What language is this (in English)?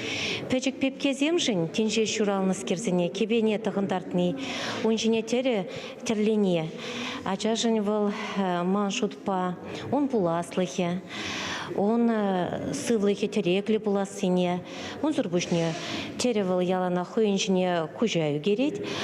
Chuvash